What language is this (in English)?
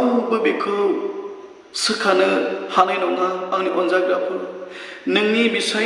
Bodo